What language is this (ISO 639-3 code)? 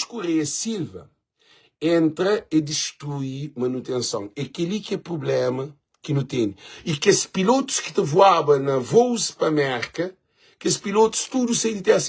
kea